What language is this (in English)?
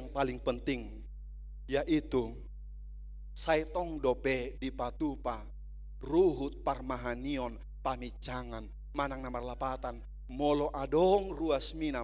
Batak Toba